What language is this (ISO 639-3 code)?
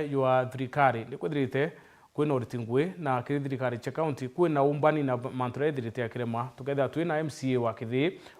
mer